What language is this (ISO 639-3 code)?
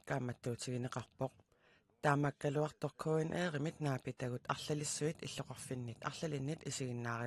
kal